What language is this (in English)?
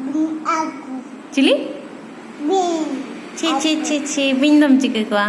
Santali